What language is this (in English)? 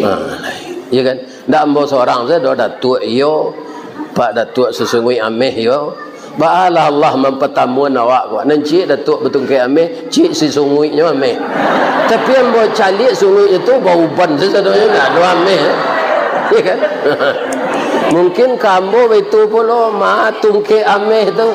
Minangkabau